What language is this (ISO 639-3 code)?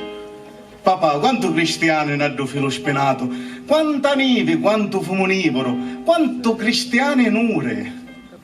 scn